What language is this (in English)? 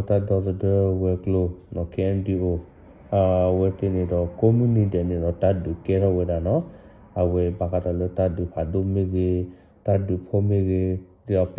S'gaw Karen